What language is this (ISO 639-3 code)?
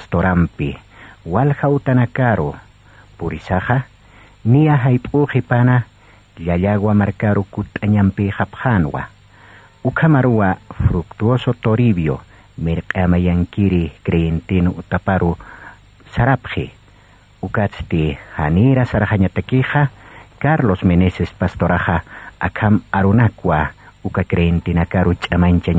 aym